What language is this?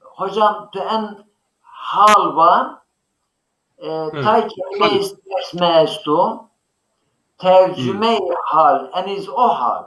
Zaza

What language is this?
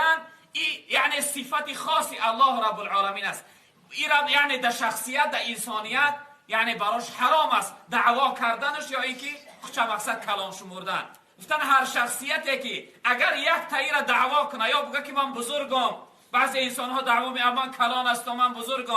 Tajik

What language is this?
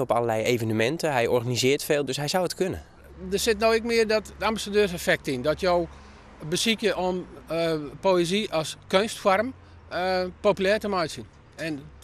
Western Frisian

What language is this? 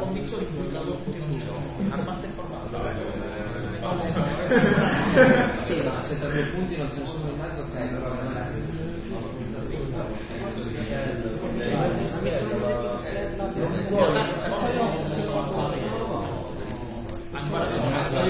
Italian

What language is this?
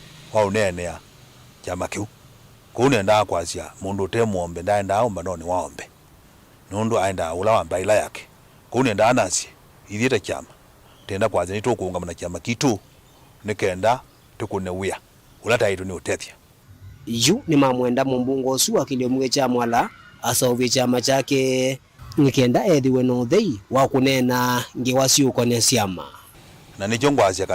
Kamba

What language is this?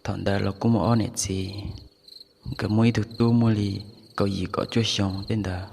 Hmong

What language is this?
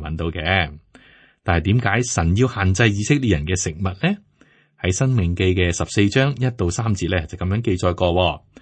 Cantonese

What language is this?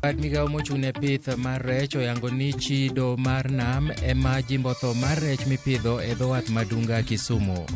Luo (Kenya and Tanzania)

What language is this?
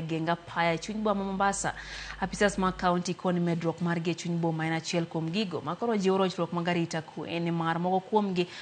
Luo (Kenya and Tanzania)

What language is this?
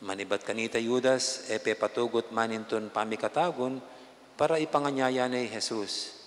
Pampanga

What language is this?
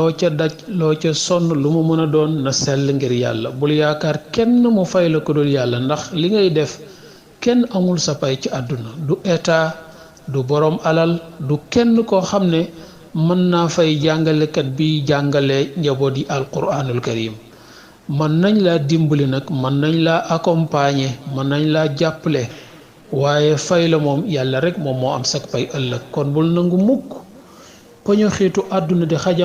Wolof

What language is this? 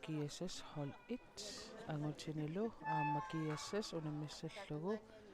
Kalaallisut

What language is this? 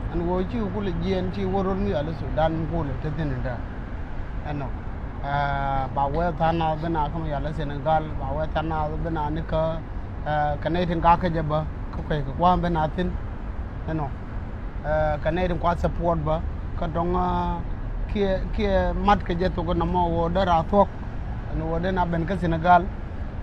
Nuer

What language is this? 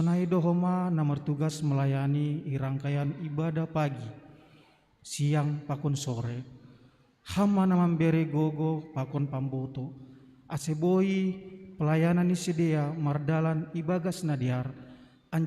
Batak Simalungun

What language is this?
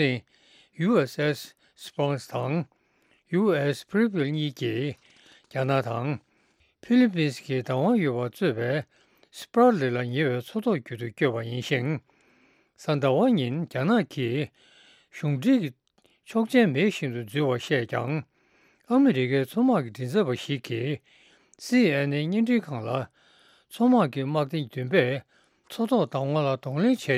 Tibetan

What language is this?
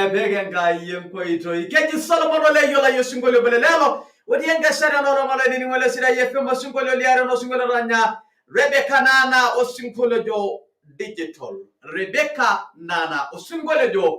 Masai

